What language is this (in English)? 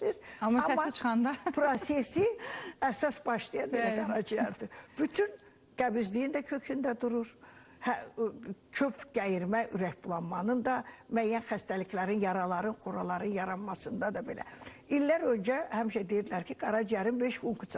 Azerbaijani